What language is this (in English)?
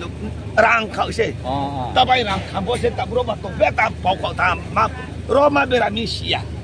Riang (India)